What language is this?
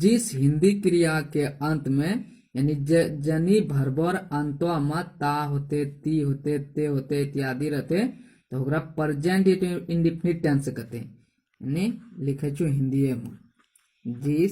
Angika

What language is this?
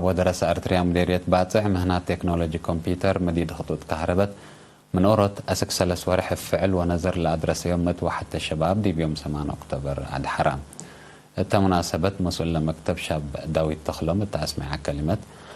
Tigre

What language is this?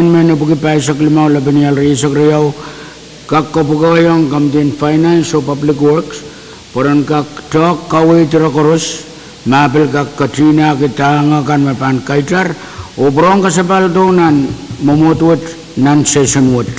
Pohnpeian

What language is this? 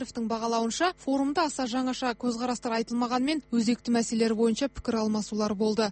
Kazakh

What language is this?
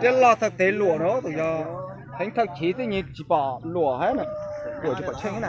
Hmong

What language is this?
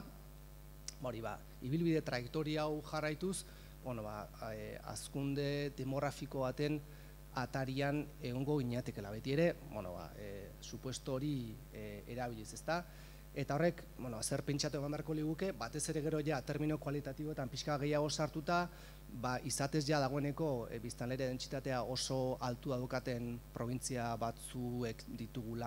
Basque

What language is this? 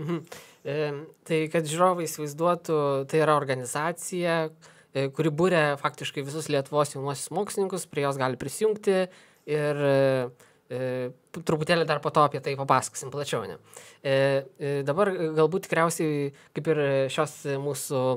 Lithuanian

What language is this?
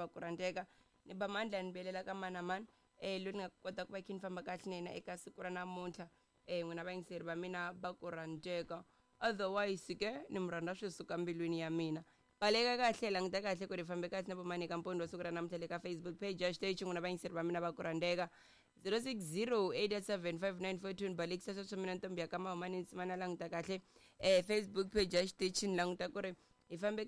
Tsonga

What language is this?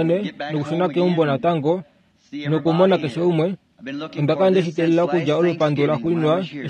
Kuanyama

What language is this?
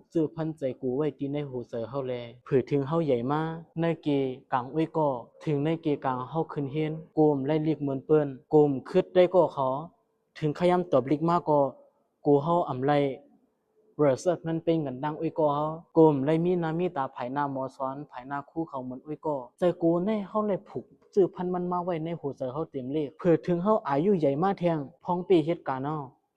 Shan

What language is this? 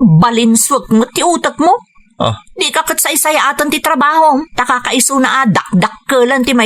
Iloko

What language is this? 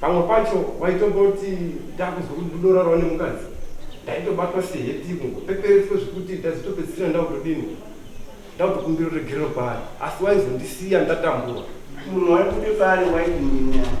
Shona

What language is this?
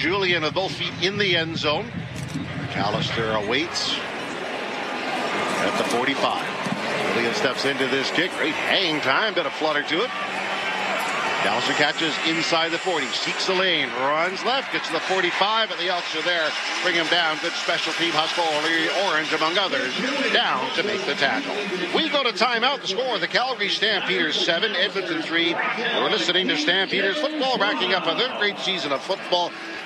English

